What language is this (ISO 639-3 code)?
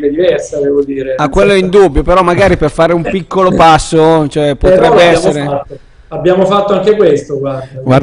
ita